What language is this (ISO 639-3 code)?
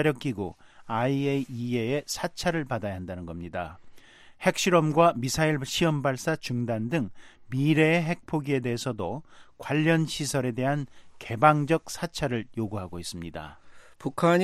kor